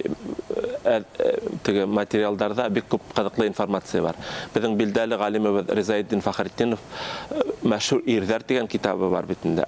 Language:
Bashkir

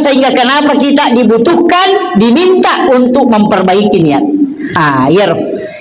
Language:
Buginese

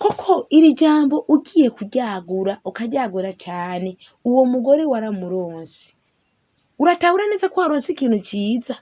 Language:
Rundi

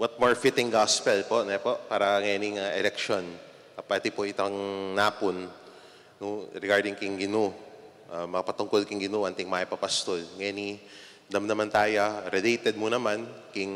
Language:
Pampanga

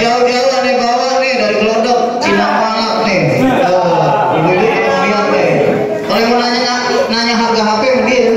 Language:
Betawi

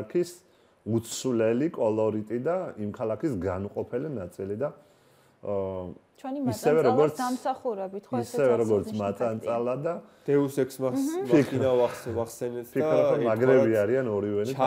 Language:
Georgian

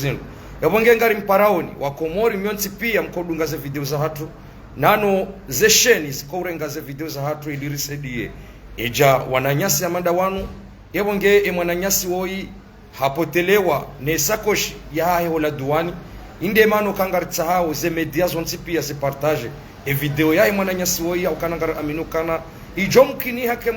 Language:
Ngazidja Comorian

